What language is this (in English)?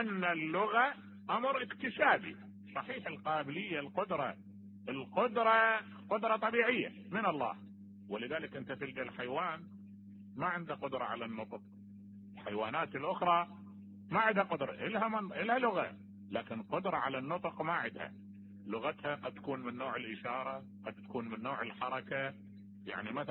Mesopotamian Arabic